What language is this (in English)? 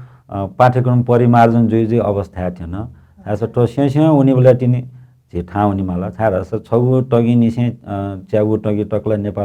Newari